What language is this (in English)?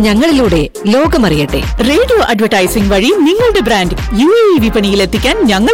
Malayalam